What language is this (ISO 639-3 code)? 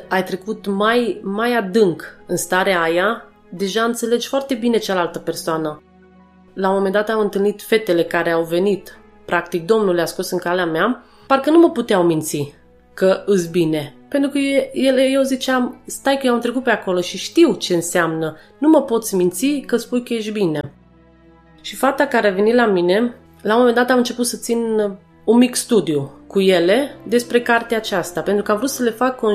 ron